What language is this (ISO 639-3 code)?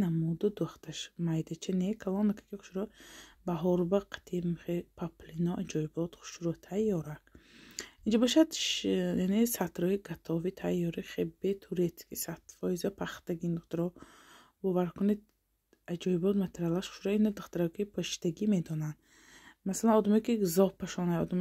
tgk